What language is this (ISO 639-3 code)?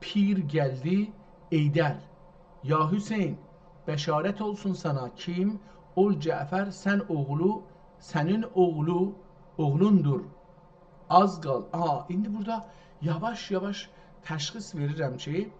azb